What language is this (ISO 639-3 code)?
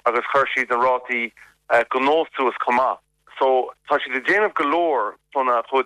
gle